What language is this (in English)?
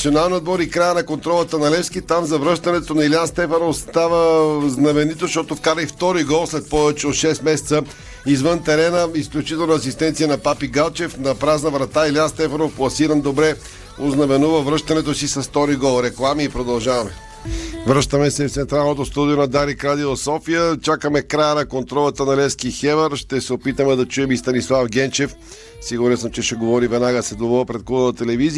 Bulgarian